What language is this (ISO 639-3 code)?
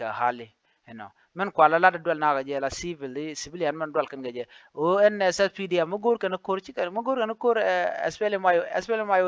nus